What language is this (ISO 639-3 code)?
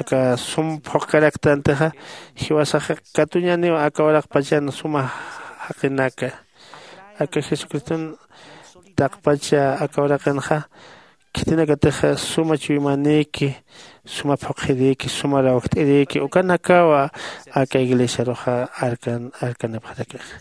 aym